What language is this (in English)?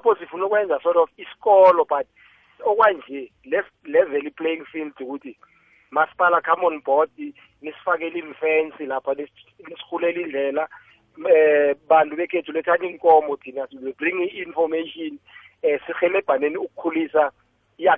South Ndebele